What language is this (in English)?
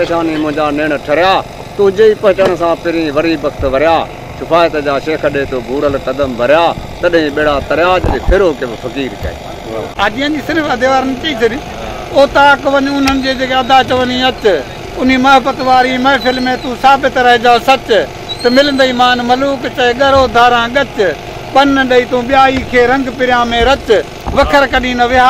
Sindhi